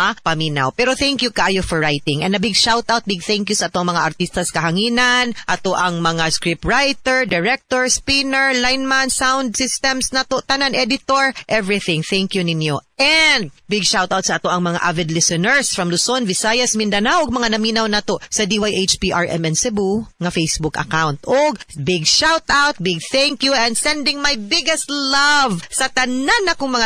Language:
Cebuano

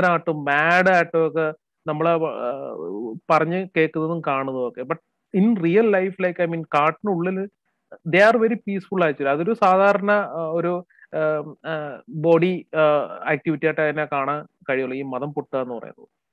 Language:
Malayalam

